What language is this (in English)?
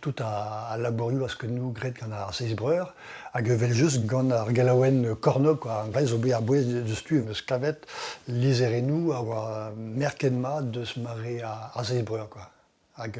Breton